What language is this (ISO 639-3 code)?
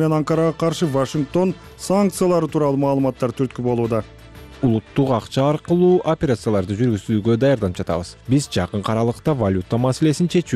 kir